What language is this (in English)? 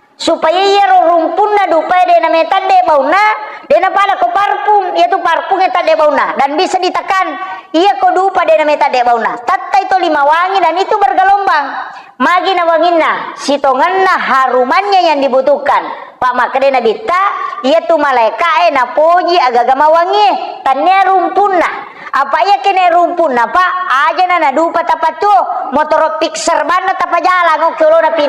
Buginese